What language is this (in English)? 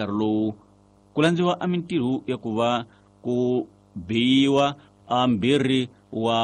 Tsonga